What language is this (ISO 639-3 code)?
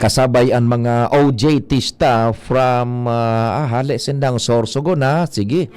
bik